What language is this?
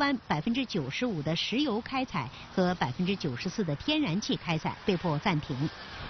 Chinese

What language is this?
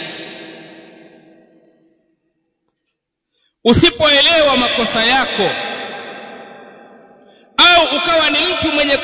Swahili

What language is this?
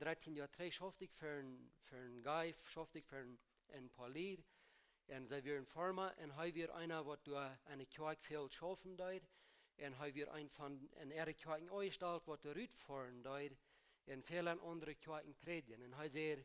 Plautdietsch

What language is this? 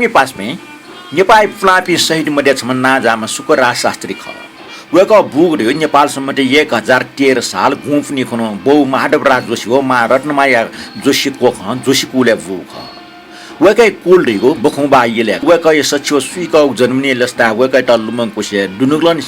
Newari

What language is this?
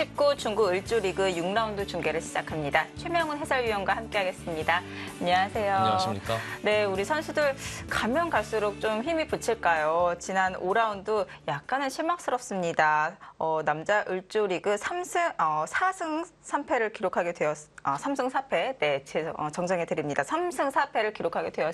Korean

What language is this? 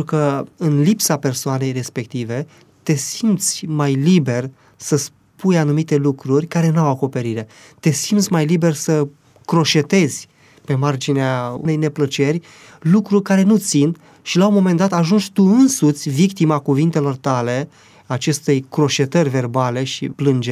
Romanian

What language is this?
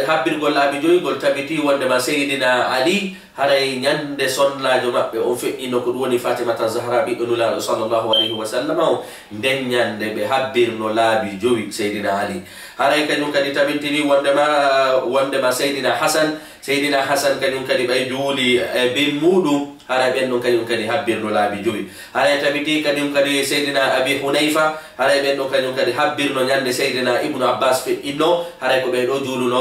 Fula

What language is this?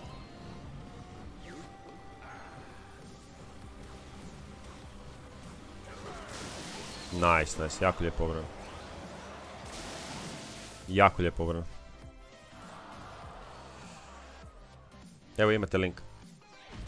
Croatian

